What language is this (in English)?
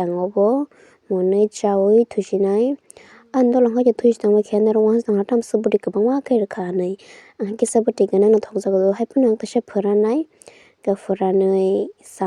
Kok Borok